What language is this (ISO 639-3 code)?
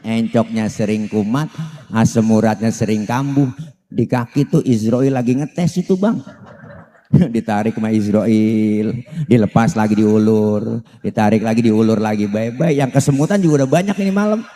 bew